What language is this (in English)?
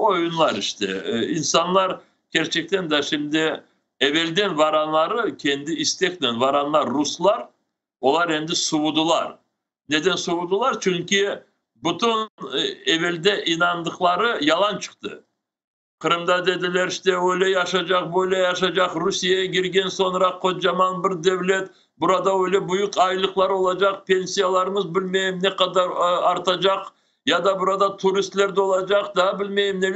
Crimean Tatar